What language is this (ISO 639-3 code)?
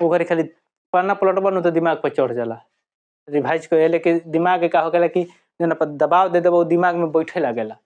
bho